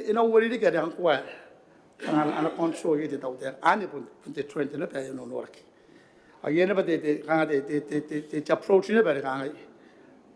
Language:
Gilbertese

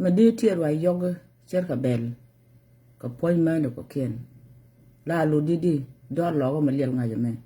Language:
Nuer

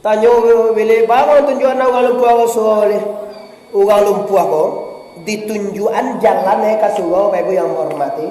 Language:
Minangkabau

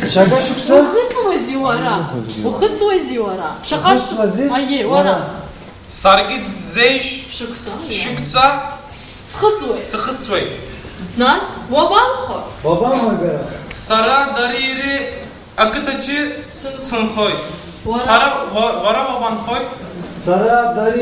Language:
Abkhazian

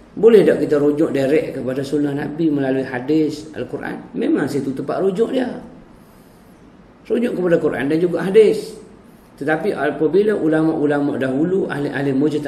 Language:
Malay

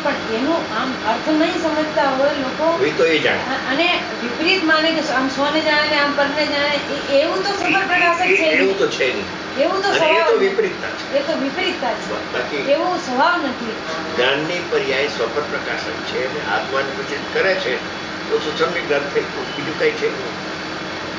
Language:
Gujarati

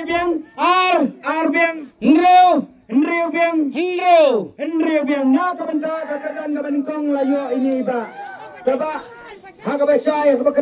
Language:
Khasi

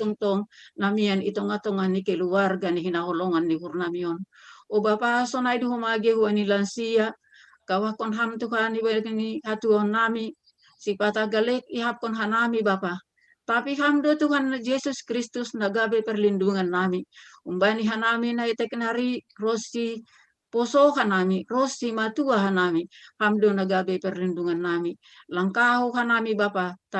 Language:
Batak Simalungun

